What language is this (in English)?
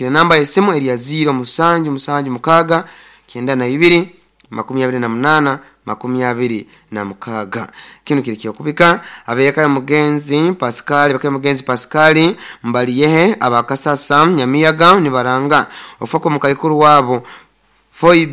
Nyoro